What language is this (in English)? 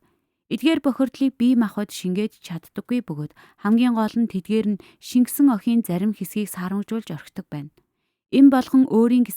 Mongolian